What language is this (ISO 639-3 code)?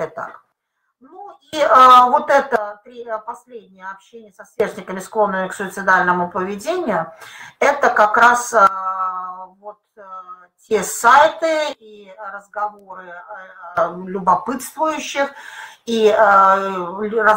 rus